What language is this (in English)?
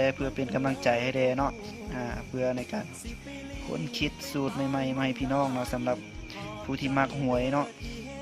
Lao